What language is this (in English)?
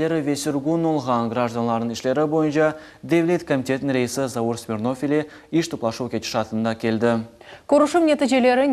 Crimean Tatar